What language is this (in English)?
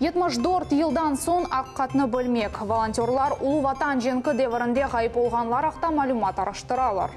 Crimean Tatar